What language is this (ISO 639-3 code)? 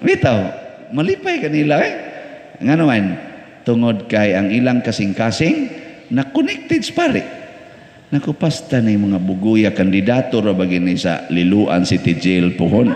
ceb